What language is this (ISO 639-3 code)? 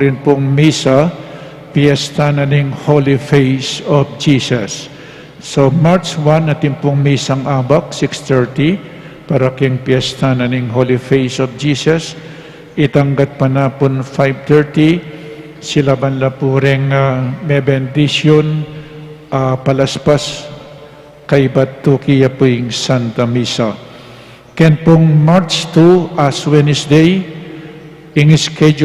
pam